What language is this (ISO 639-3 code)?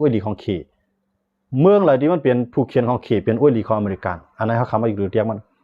shn